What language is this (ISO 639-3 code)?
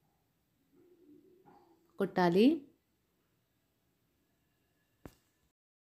tel